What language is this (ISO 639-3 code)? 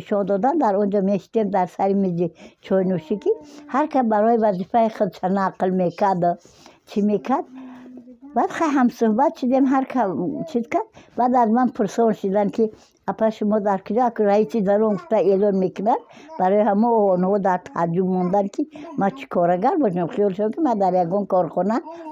tgk